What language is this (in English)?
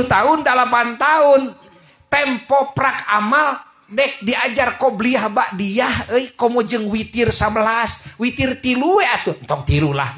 Sundanese